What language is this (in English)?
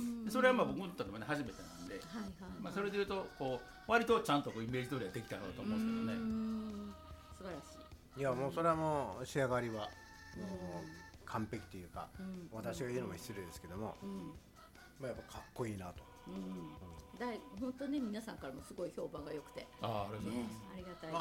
Japanese